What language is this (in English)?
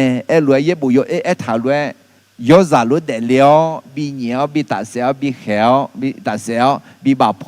Akha